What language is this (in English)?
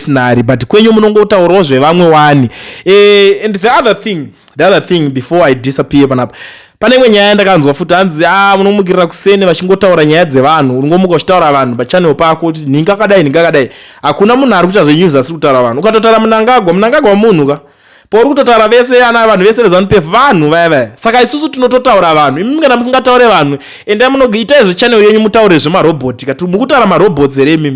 Shona